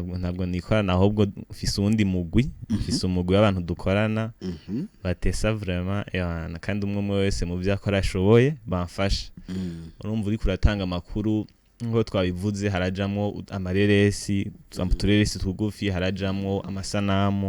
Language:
Rundi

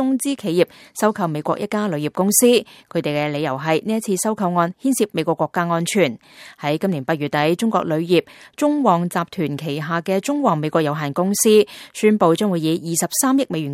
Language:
Cantonese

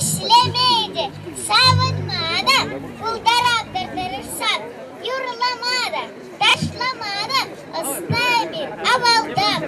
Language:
Chuvash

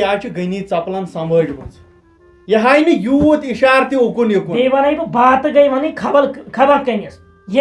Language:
Kashmiri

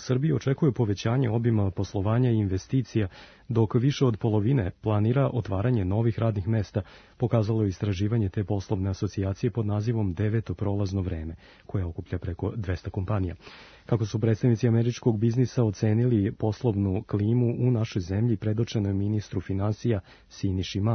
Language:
Serbian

